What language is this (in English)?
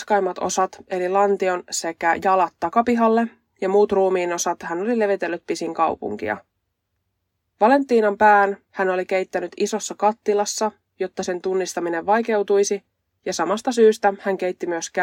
Finnish